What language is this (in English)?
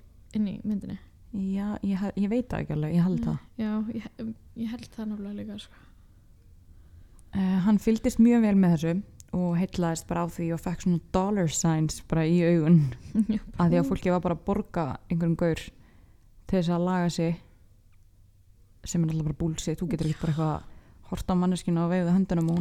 Icelandic